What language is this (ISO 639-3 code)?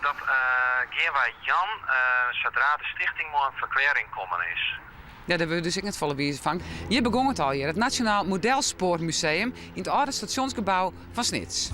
fry